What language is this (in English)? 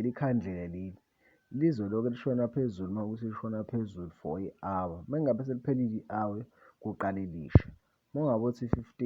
Zulu